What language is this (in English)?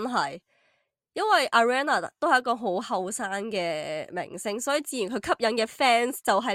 Cantonese